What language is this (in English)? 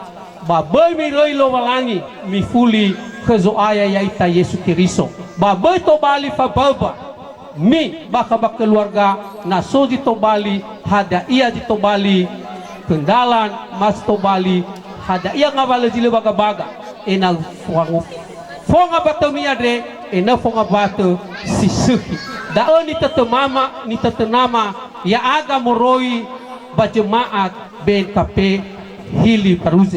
Nias